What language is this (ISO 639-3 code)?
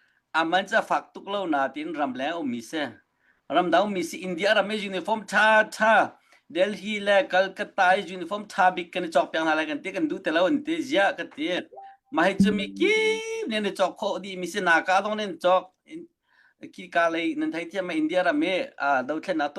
cnh